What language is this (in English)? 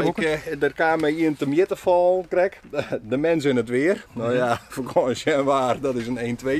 Western Frisian